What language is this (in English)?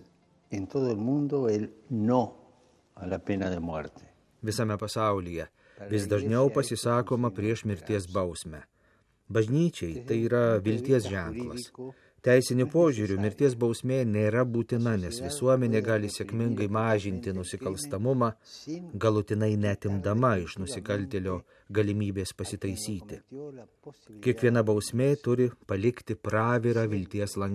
Lithuanian